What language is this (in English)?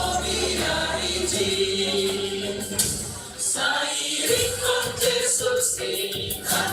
Batak Simalungun